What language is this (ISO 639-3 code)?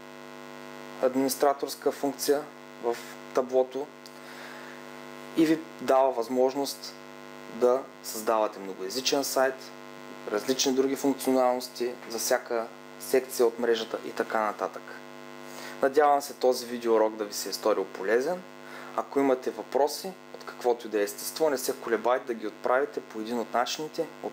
bul